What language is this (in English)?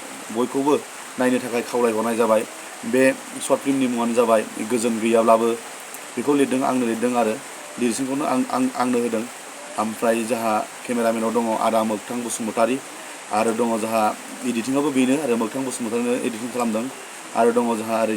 Bodo